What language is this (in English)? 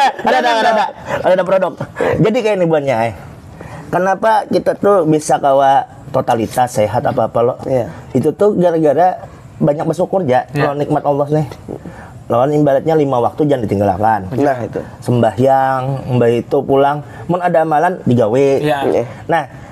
Banjar